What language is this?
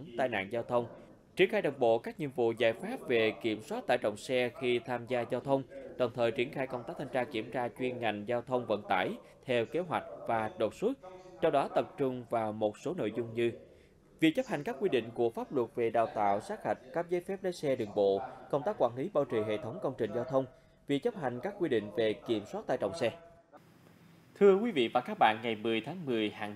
Vietnamese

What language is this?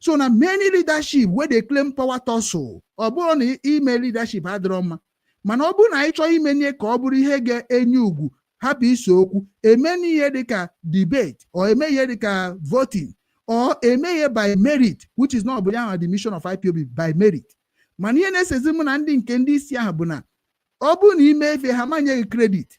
Igbo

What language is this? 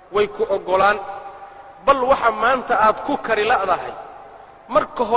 Somali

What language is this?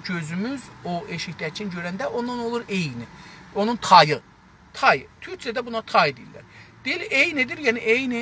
South Azerbaijani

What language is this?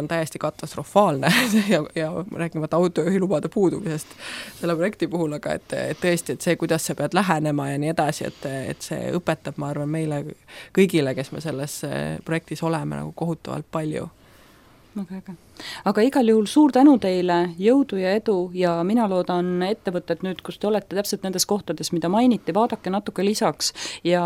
Estonian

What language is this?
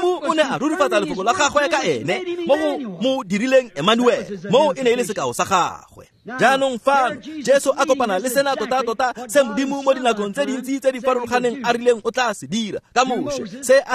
Tswana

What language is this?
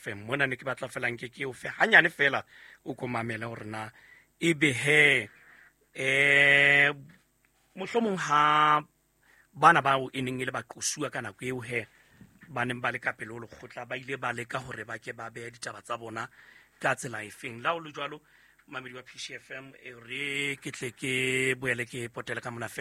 Southern Sotho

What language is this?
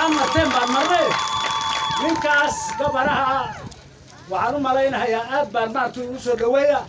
Somali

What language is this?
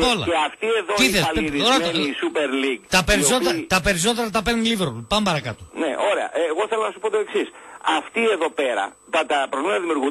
Greek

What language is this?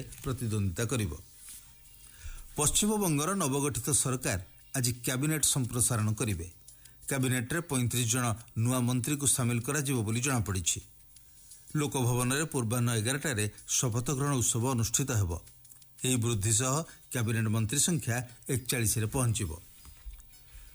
Odia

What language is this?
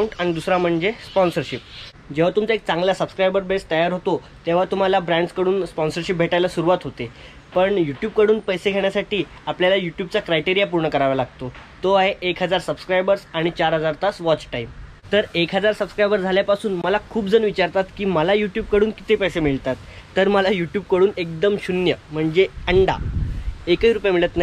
Marathi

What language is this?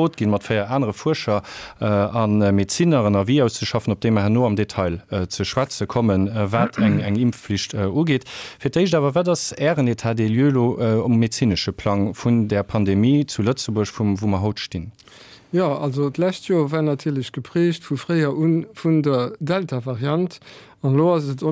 Luxembourgish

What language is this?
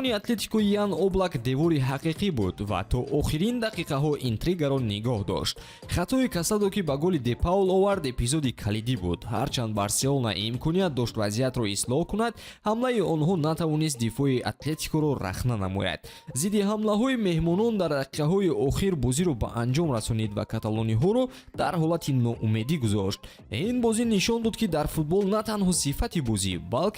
Tajik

